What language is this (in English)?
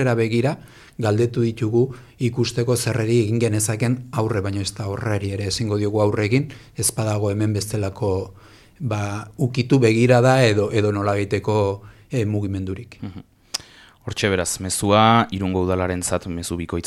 Basque